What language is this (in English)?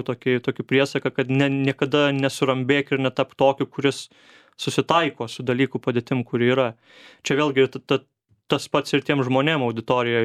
Lithuanian